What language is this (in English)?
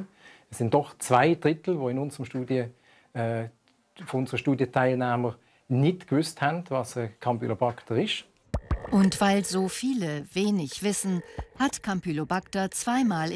Swiss German